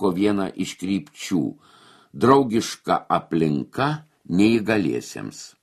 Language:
Lithuanian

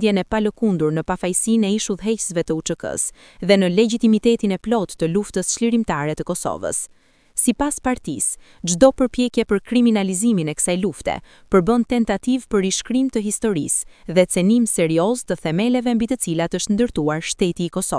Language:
Albanian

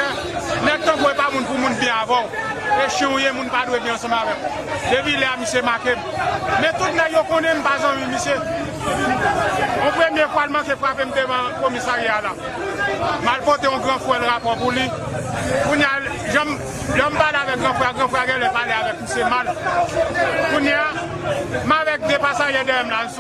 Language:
Haitian Creole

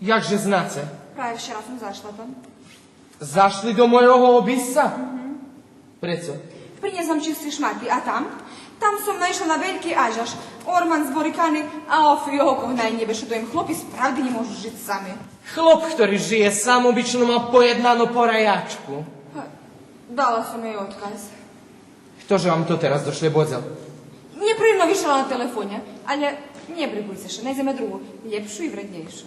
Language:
Rusyn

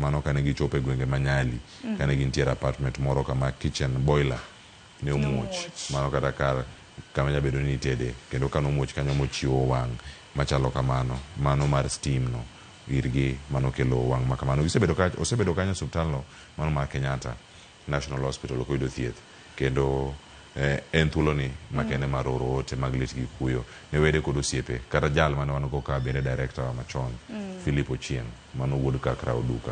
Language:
Luo (Kenya and Tanzania)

